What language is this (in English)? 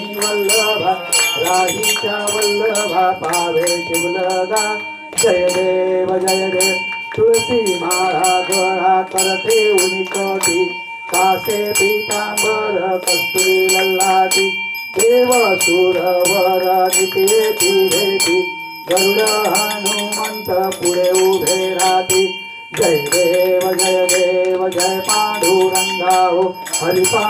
Marathi